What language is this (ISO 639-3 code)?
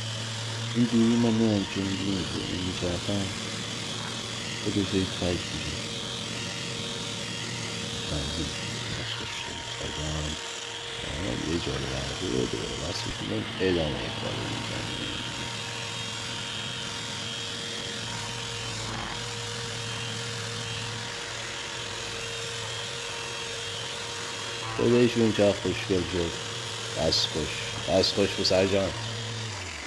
fas